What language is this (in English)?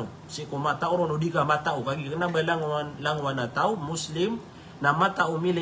Maranao